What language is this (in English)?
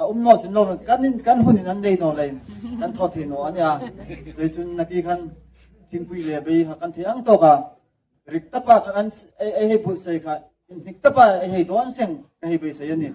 Hmar